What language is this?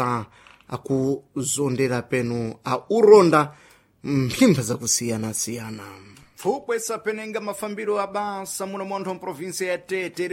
Sena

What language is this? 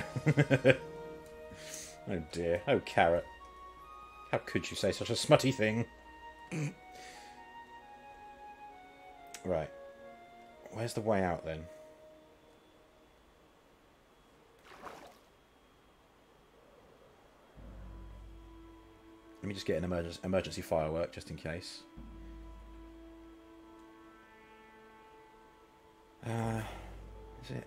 English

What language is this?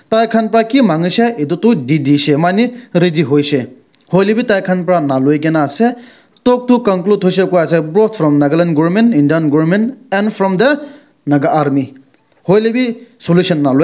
Naga Pidgin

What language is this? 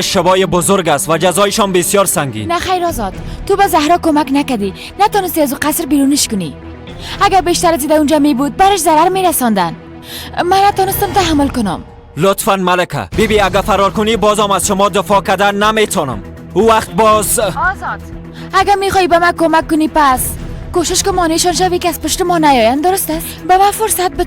Persian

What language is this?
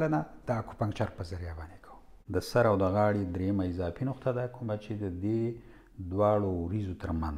Pashto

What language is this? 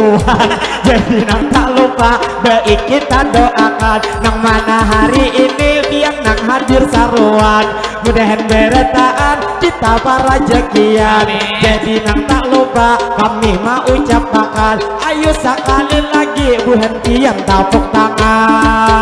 Banjar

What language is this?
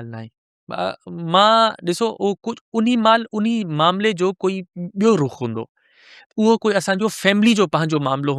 Sindhi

